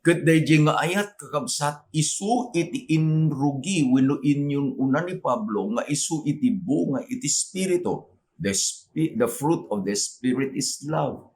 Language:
Iloko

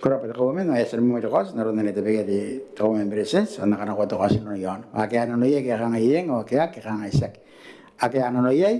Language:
Gilbertese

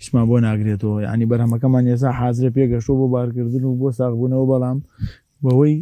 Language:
Central Kurdish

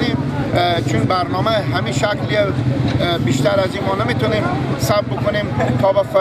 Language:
Persian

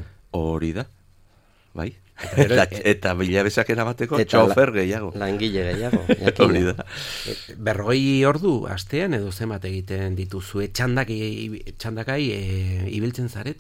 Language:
Basque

